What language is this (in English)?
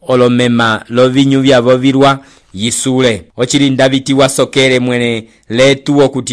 Umbundu